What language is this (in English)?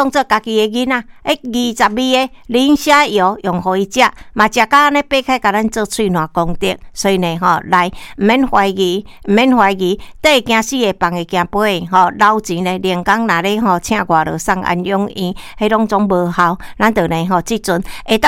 Min Nan Chinese